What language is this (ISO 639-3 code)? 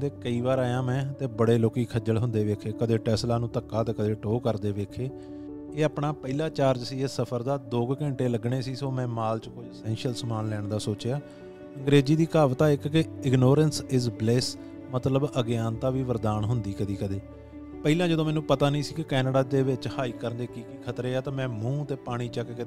pan